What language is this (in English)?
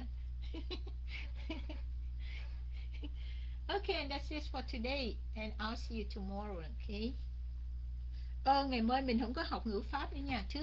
Vietnamese